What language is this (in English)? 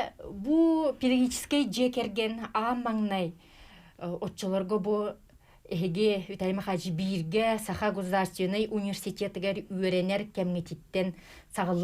Yakut